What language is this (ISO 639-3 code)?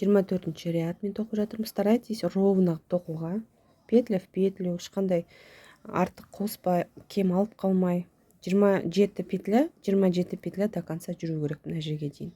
kaz